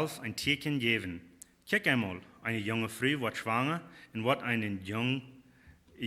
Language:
Plautdietsch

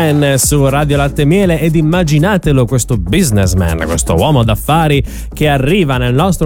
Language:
Italian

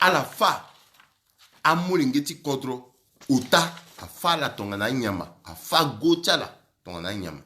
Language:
Sango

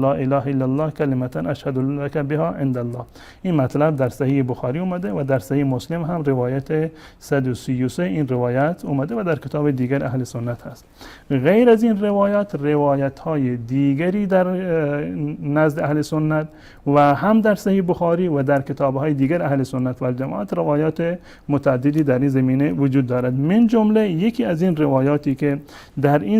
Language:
Persian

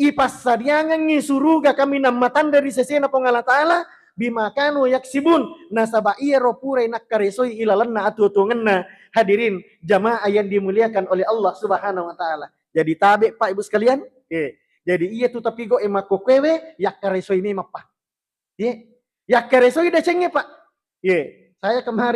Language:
Buginese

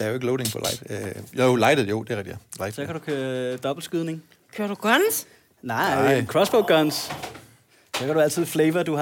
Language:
Danish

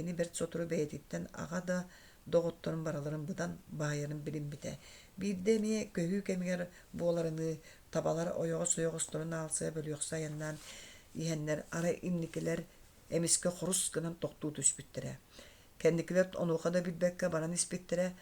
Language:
Yakut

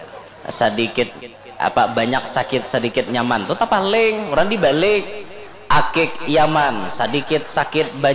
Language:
Banjar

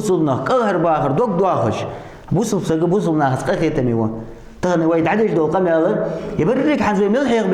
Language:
Ingush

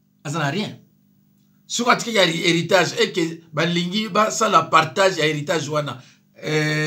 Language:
Lingala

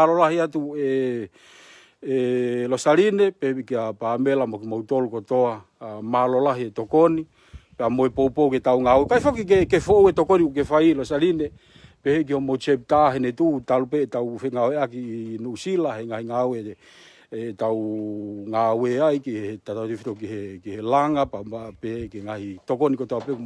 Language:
Tongan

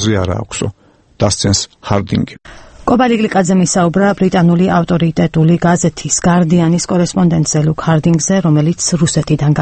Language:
Georgian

